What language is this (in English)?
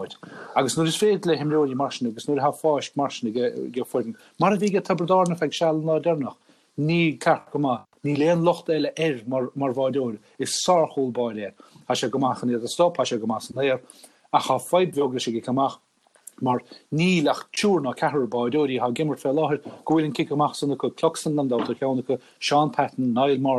Irish